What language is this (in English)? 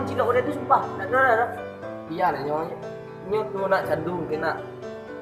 Minangkabau